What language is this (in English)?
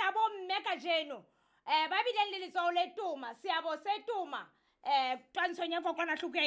Southern Sotho